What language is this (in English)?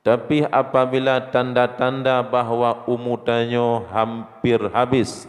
Achinese